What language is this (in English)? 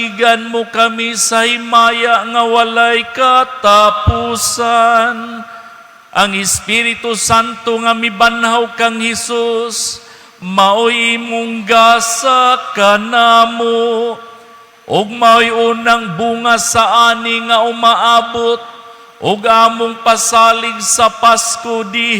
Cebuano